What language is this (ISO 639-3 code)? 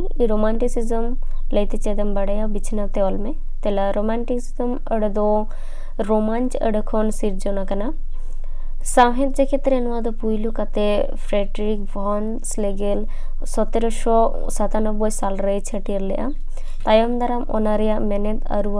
sat